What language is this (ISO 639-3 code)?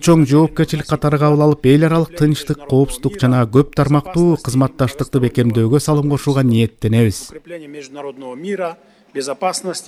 kir